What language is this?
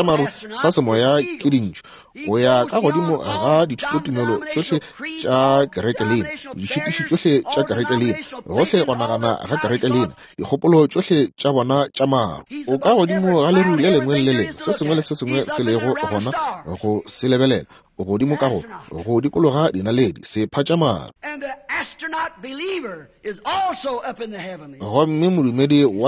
Northern Sotho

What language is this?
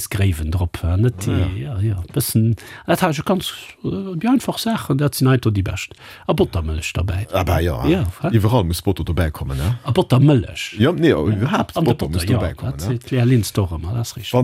Luxembourgish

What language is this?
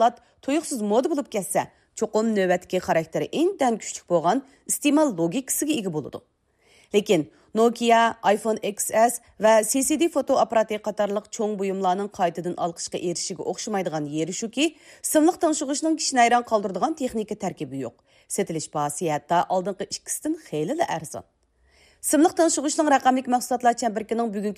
Uyghur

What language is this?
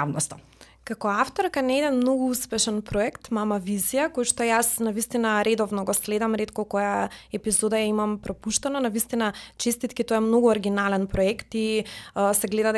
Macedonian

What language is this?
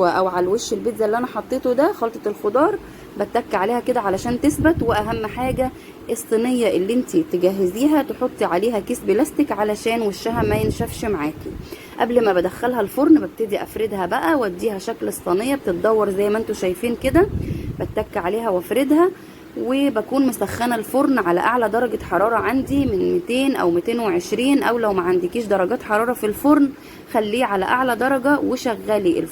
Egyptian Arabic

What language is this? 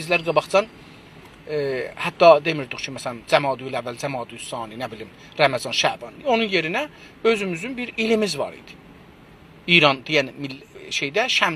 South Azerbaijani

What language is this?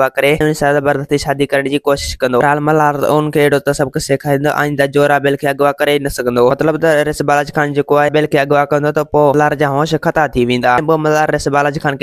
Sindhi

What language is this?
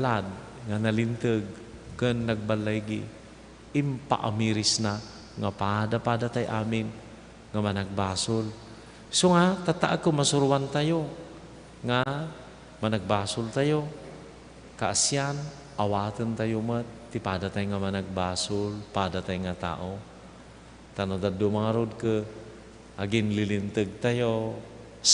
Iloko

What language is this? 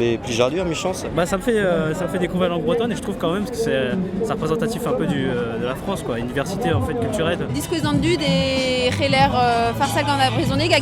Breton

